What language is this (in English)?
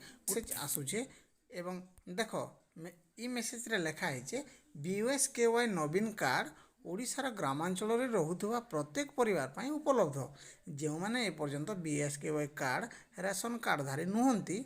Odia